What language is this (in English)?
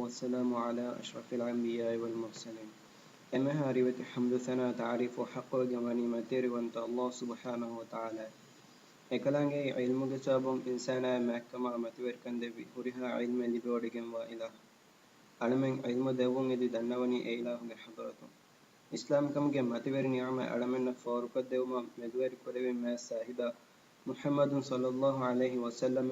Divehi